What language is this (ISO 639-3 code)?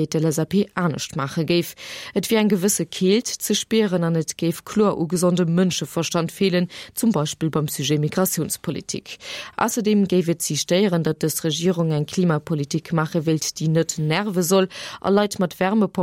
ltz